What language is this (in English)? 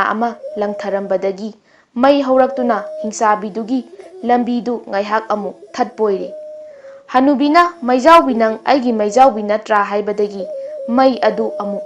Manipuri